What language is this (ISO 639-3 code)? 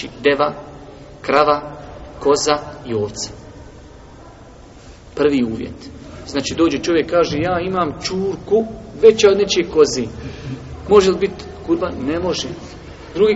bos